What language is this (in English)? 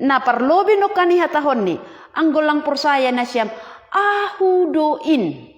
Batak Simalungun